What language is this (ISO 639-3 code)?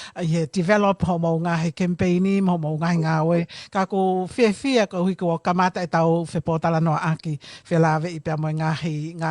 ton